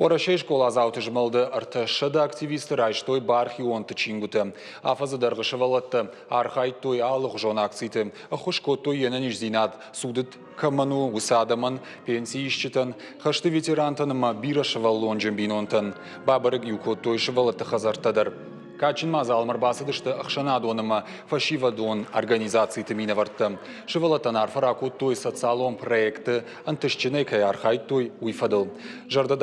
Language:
Ossetic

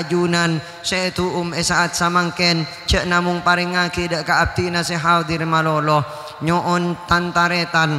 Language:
Madurese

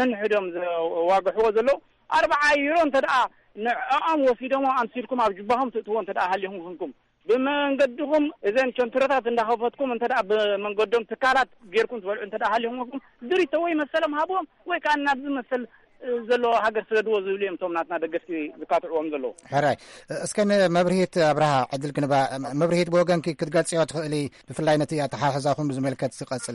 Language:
Tigrinya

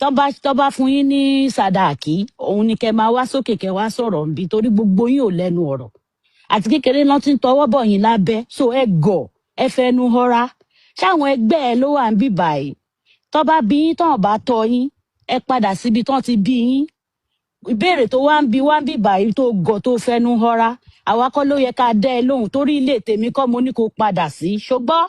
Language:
Yoruba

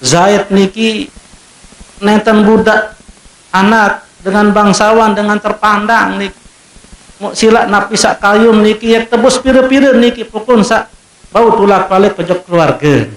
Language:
Sasak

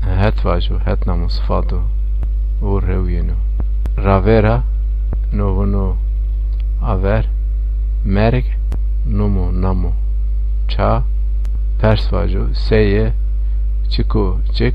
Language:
Zaza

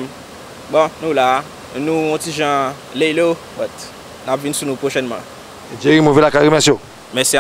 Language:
Haitian Creole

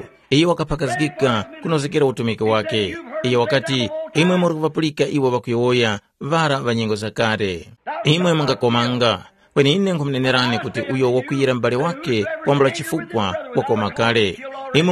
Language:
Tumbuka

